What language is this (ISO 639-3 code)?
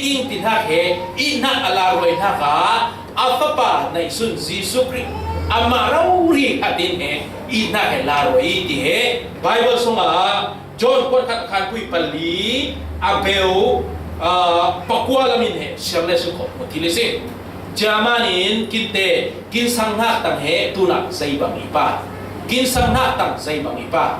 cfm